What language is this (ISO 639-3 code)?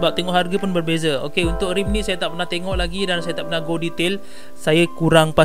msa